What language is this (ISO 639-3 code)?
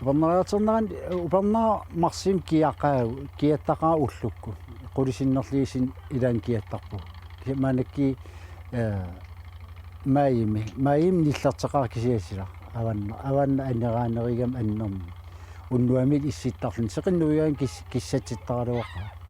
kal